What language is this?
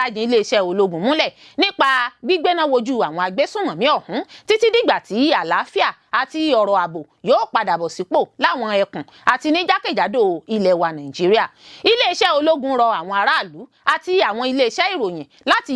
Yoruba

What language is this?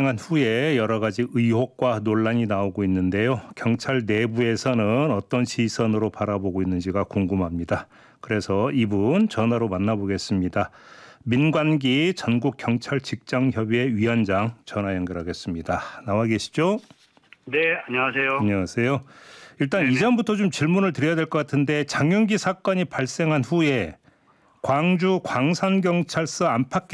Korean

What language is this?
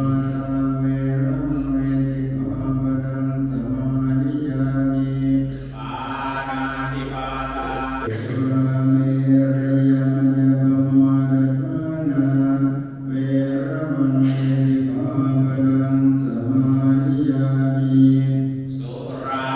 Pali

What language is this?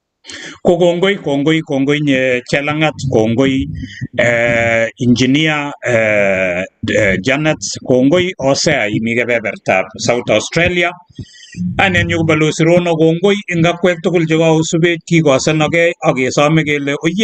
Kalenjin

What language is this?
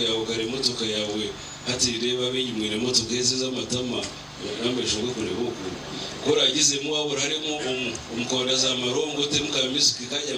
Nyankole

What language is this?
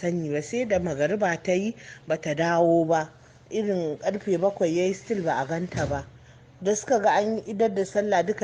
Hausa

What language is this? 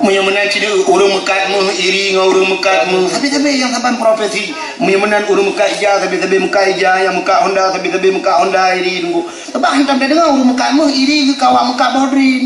Achinese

